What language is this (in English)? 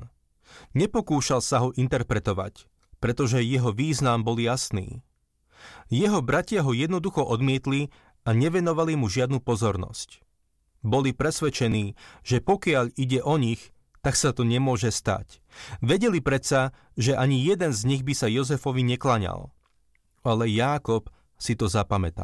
Slovak